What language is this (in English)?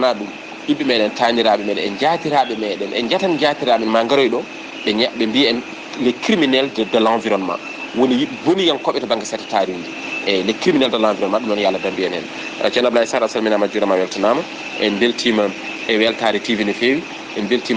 Fula